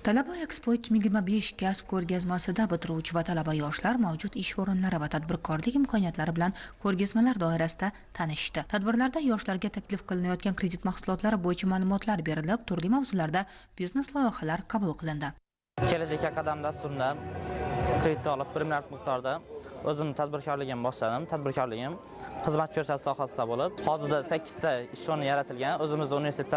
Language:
Uzbek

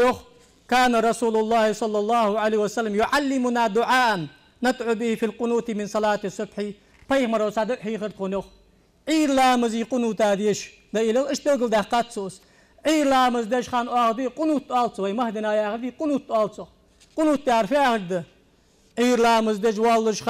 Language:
Ingush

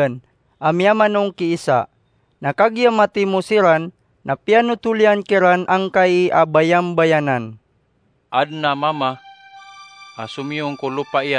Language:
Maranao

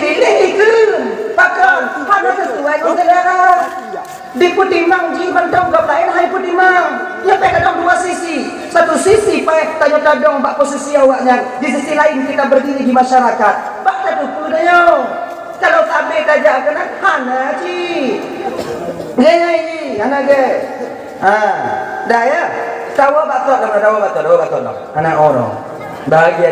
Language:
Achinese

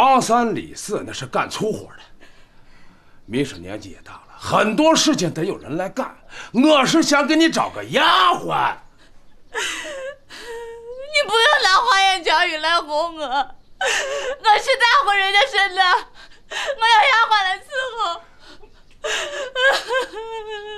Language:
Chinese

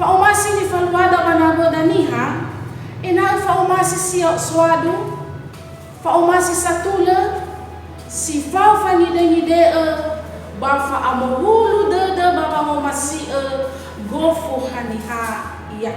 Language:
Nias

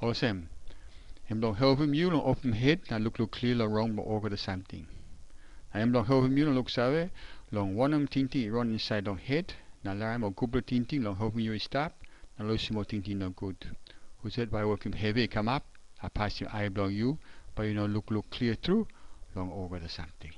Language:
Tok Pisin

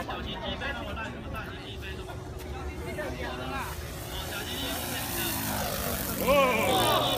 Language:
Chinese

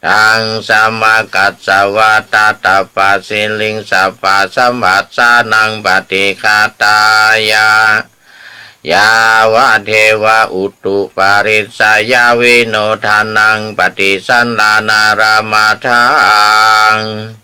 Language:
Pali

